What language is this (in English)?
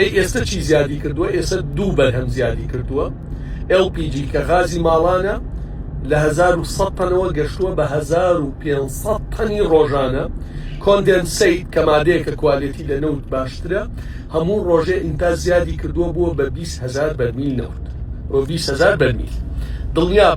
Central Kurdish